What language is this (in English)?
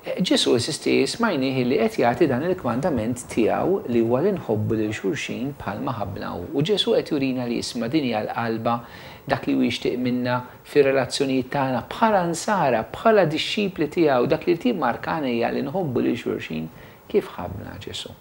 Maltese